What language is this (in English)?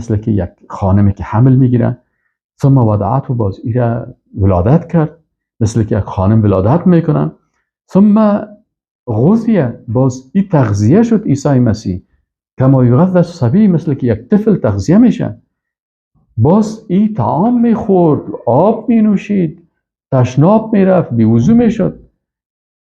Persian